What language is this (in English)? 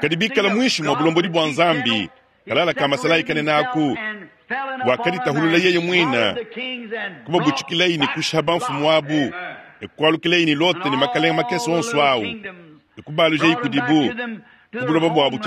Luba-Lulua